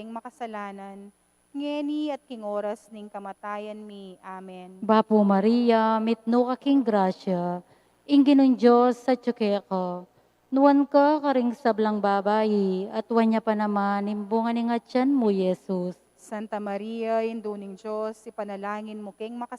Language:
Pampanga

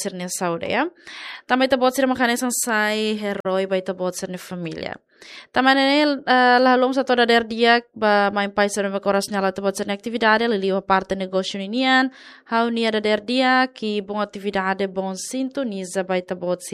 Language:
Tetum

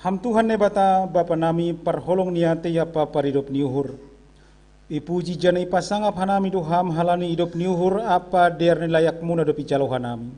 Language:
Batak Simalungun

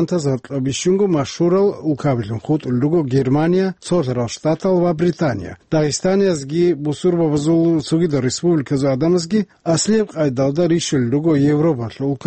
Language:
Avaric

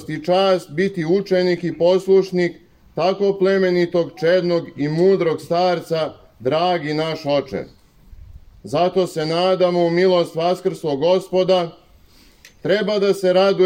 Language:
Serbian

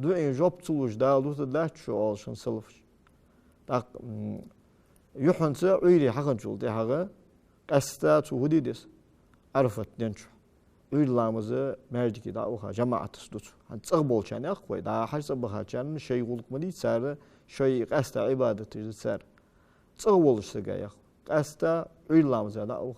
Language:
Ingush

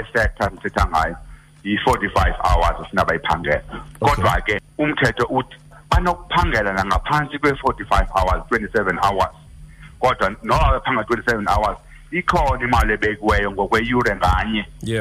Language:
Xhosa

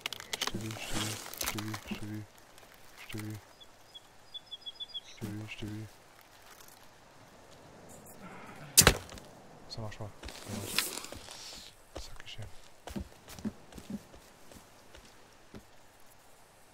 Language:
French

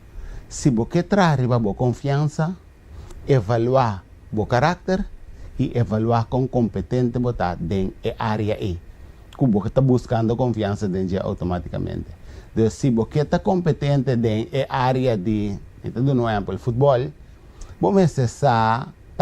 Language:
Papiamento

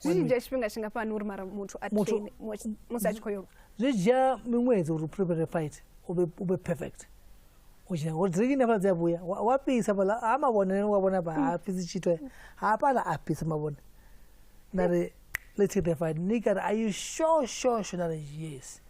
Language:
Venda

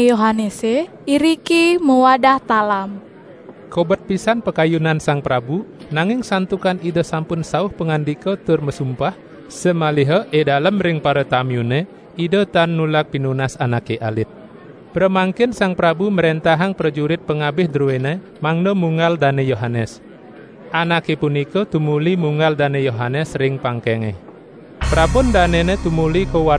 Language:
Balinese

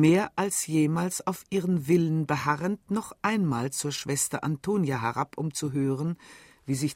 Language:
German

